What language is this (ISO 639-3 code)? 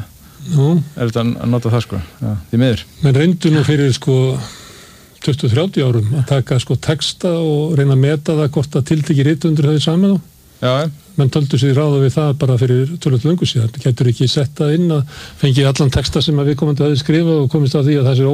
isl